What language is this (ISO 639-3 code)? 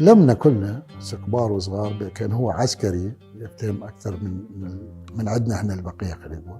acm